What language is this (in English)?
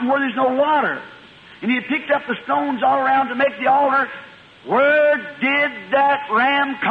Ewe